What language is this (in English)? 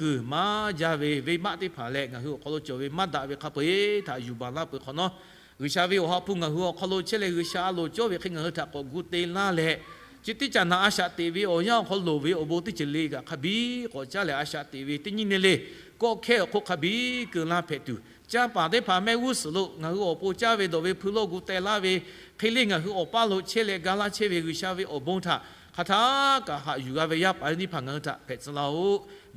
Lahu